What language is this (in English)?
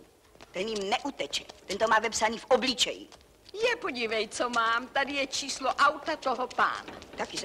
Czech